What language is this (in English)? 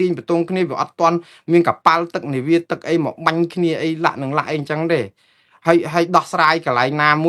Khmer